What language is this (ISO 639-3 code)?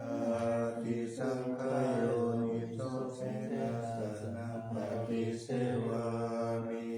pli